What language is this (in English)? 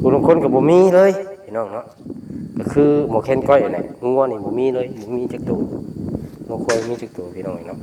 Lao